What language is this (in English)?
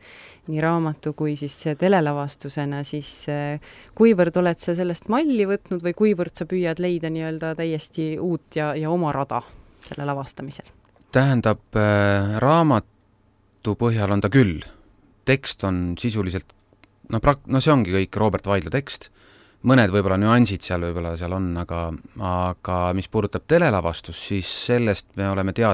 Estonian